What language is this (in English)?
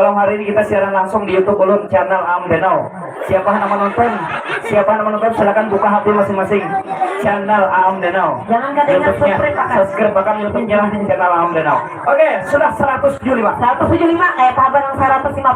Banjar